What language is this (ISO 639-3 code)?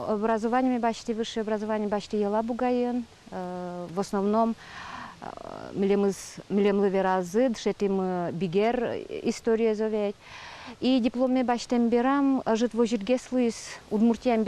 udm